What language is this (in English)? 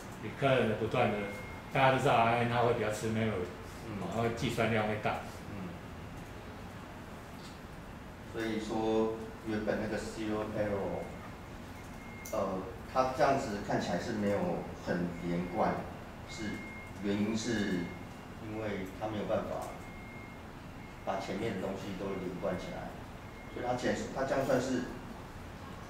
Chinese